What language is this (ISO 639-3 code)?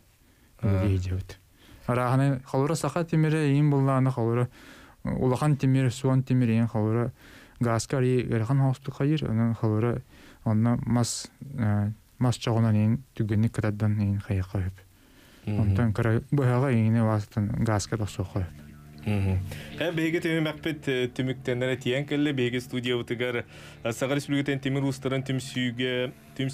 sah